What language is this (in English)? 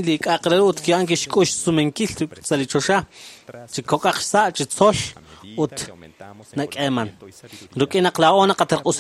Kekchí